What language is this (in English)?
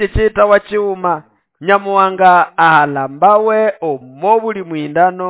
Nande